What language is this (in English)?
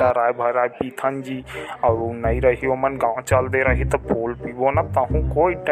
Chhattisgarhi